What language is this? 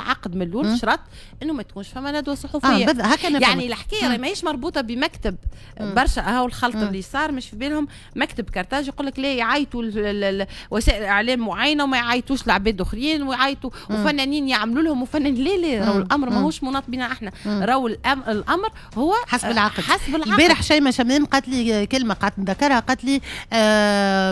Tunisian Arabic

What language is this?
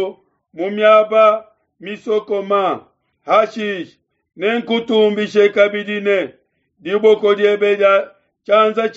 Luba-Lulua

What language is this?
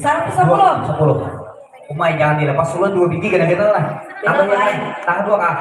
Banjar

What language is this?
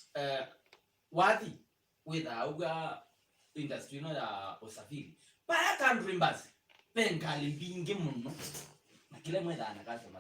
Kamba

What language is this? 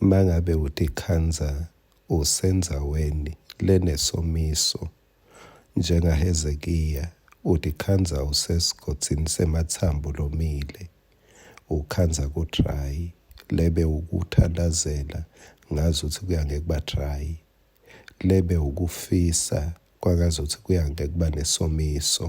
Swati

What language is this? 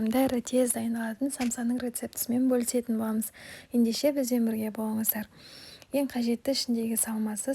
Kazakh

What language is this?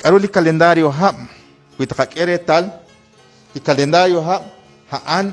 Kekchí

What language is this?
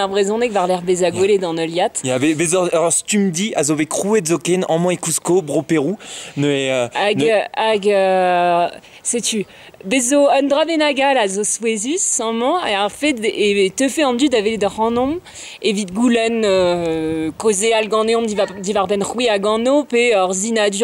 Breton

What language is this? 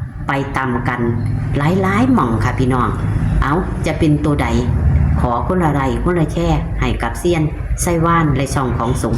Northeastern Thai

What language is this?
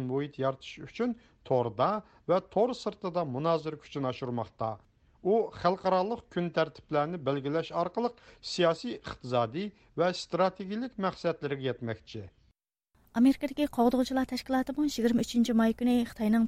Uyghur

